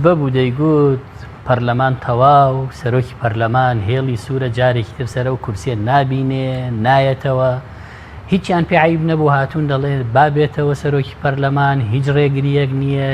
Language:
Central Kurdish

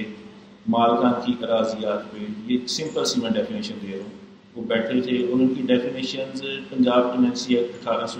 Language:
Urdu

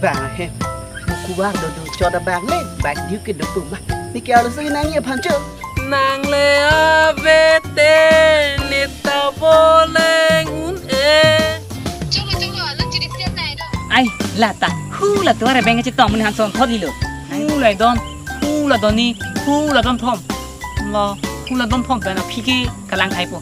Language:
Karbi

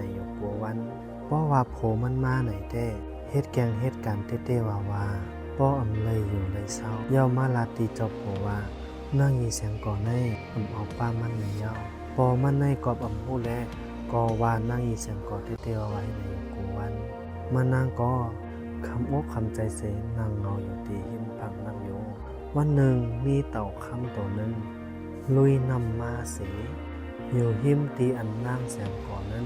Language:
Shan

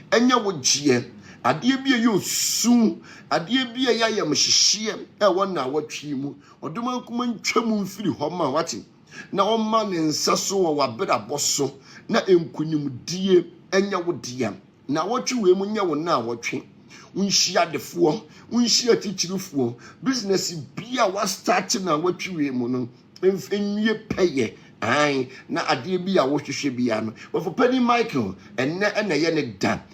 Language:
Akan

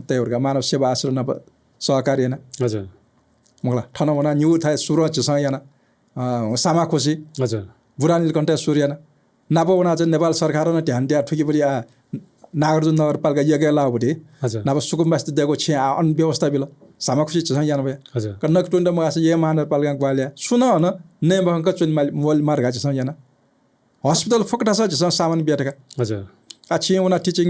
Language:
Newari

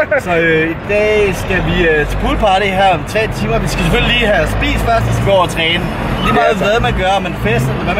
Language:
Danish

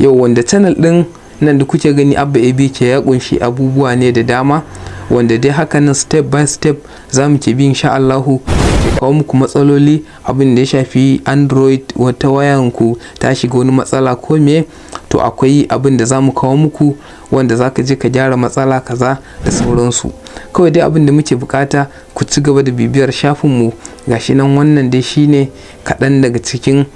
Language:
Hausa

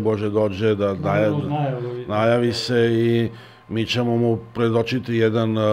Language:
Serbian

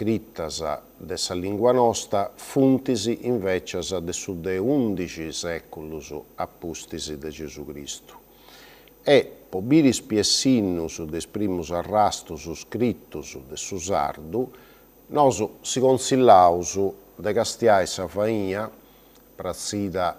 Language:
Sardinian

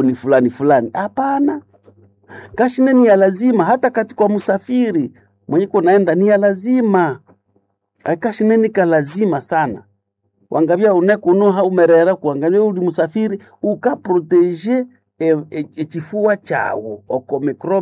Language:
Nande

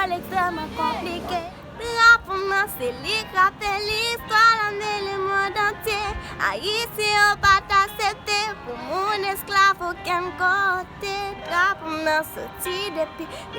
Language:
Haitian Creole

